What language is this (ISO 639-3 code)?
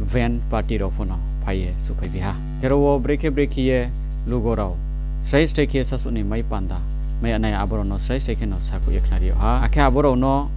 ria